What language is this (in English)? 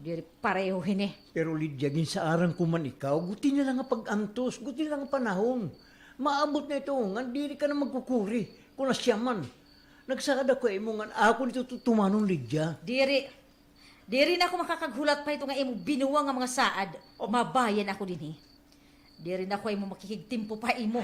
Waray